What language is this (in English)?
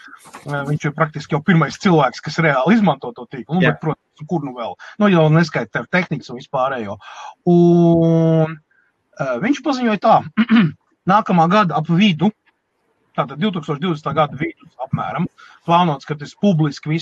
Latvian